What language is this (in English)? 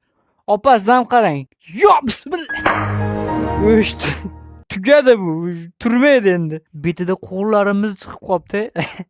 Uzbek